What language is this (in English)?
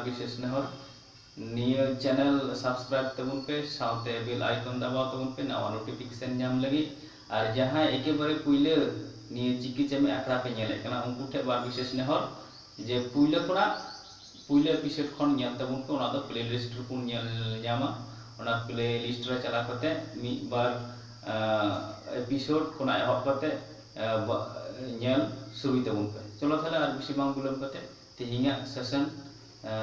Santali